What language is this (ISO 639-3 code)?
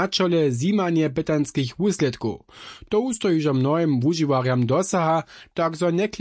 hsb